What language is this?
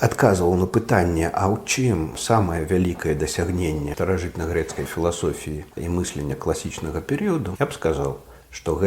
Belarusian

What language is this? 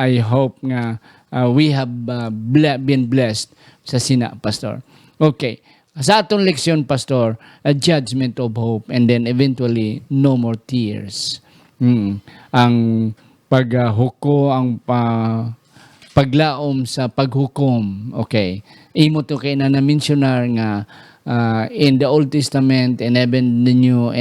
Hiligaynon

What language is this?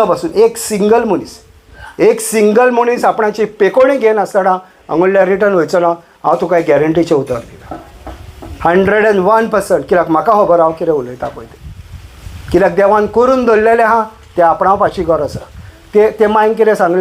Konkani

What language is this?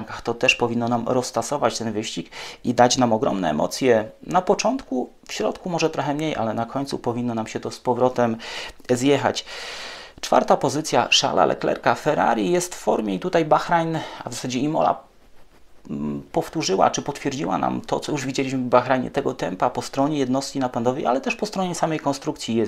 Polish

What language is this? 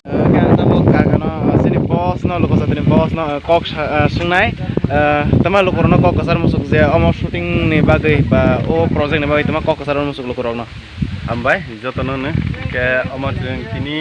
Kok Borok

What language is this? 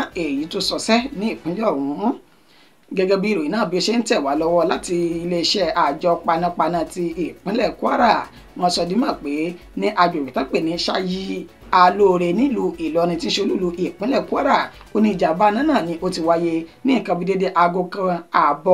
Yoruba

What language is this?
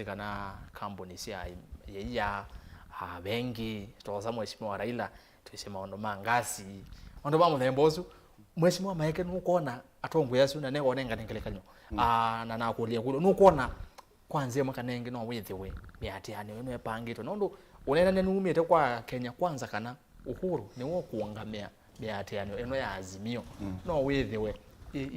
Kamba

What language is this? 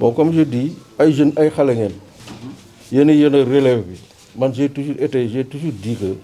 Wolof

